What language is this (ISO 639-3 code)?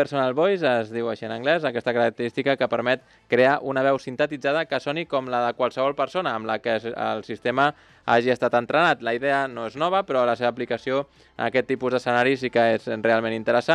cat